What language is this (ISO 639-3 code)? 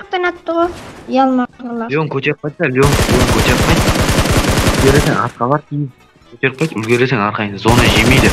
kaa